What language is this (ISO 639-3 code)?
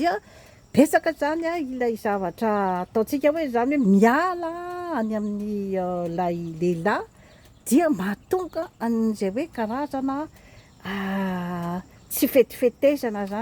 mlg